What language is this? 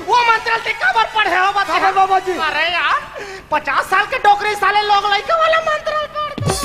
Chhattisgarhi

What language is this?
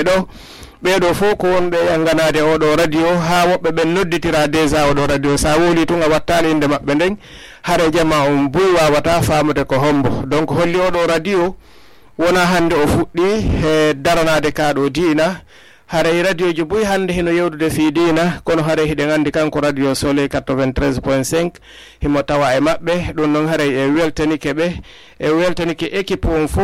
Fula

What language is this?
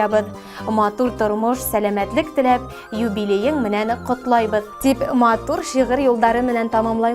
Bashkir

